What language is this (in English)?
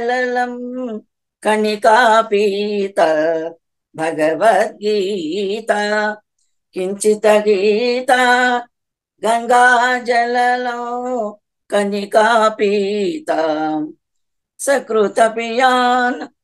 Telugu